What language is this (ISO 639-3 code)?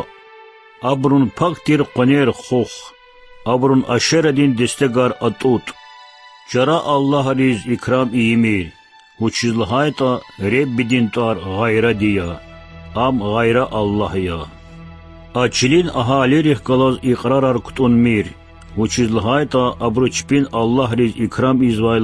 lez